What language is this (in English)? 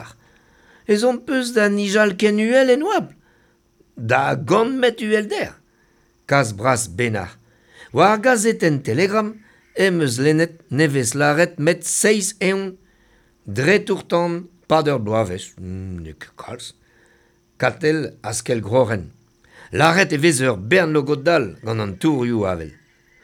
Breton